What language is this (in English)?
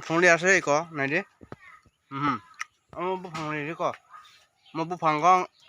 Kok Borok